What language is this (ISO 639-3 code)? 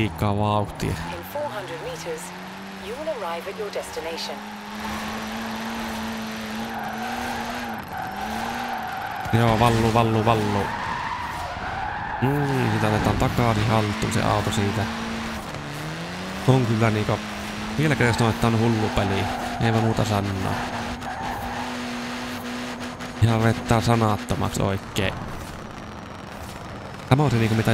fin